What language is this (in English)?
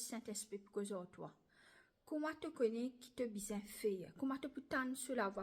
Morisyen